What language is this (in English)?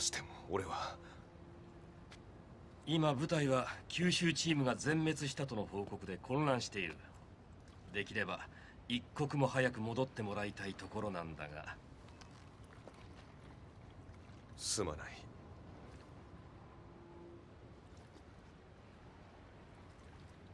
Japanese